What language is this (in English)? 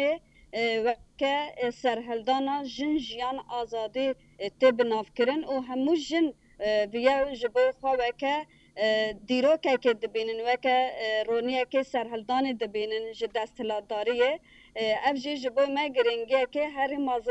Kurdish